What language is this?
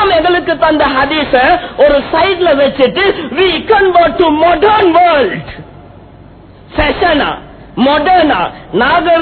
Tamil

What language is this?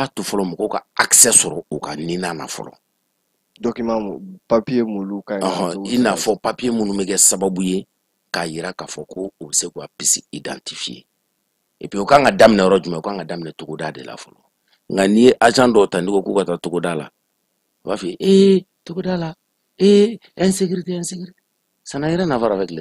Bambara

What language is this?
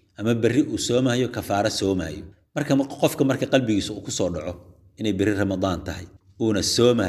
Somali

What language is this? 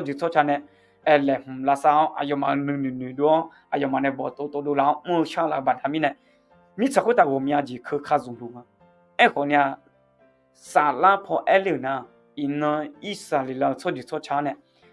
Akha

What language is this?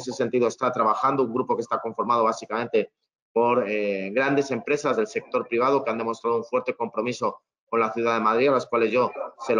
Spanish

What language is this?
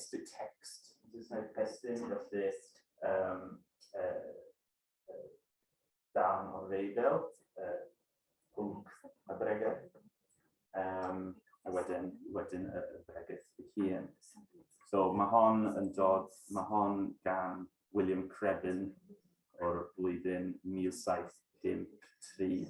Welsh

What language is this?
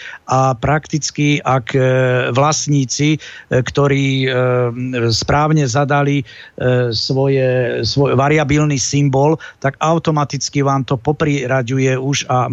Slovak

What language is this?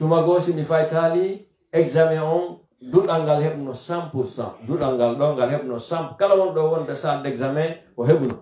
Pular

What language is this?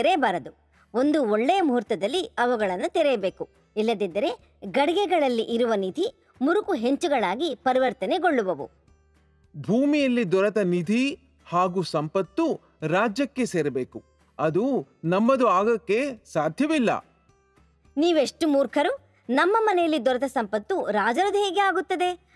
Kannada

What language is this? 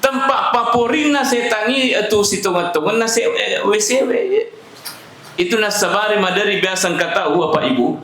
Buginese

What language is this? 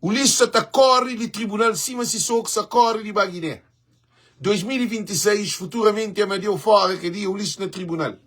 Kabuverdianu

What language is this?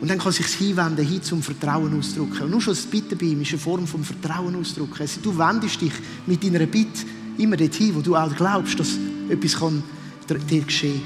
Swiss German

